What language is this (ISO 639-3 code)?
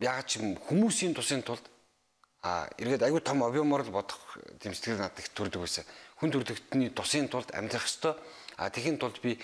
mon